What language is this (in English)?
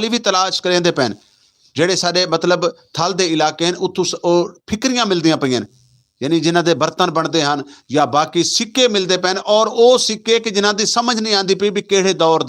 Saraiki